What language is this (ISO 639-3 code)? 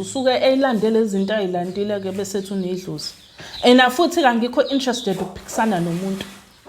zul